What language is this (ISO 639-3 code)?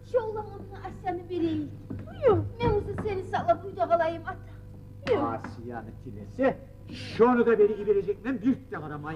kum